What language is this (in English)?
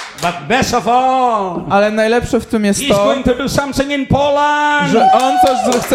Polish